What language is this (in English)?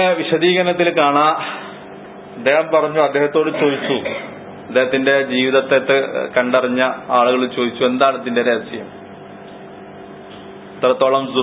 Malayalam